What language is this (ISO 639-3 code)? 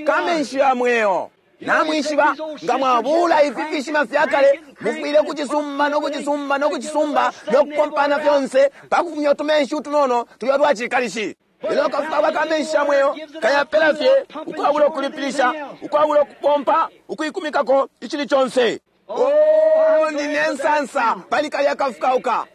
bem